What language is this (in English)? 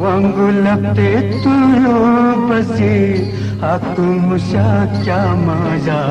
Newari